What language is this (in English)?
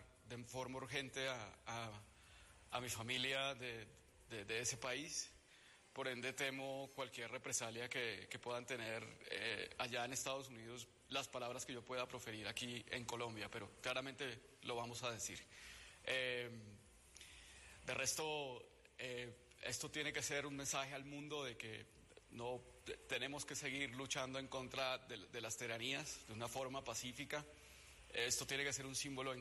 Spanish